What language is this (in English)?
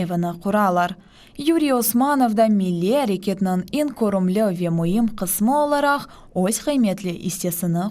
Crimean Tatar